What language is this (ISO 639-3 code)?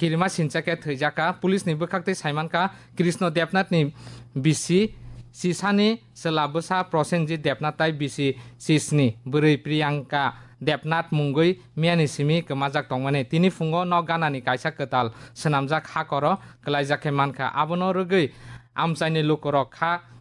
trp